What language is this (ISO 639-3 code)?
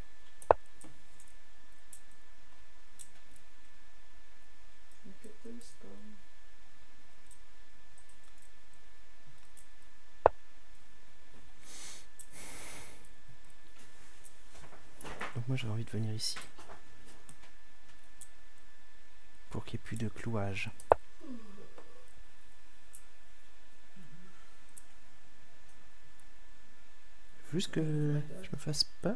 fra